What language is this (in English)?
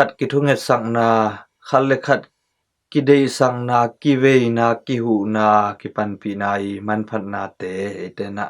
Tedim Chin